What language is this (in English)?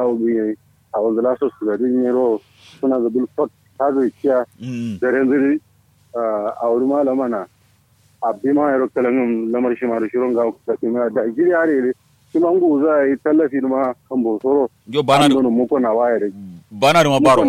Kanuri